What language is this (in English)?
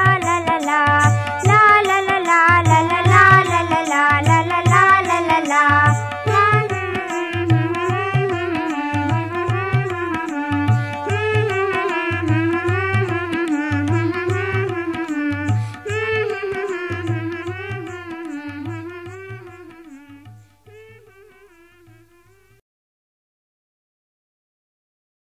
Marathi